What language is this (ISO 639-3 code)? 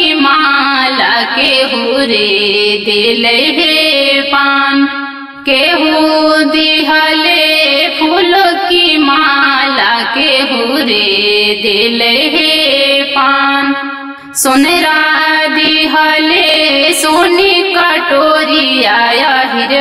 bho